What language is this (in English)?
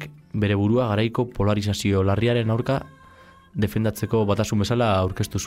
Basque